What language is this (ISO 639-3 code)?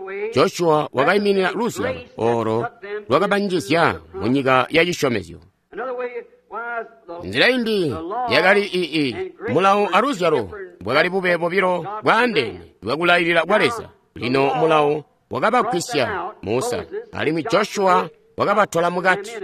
toi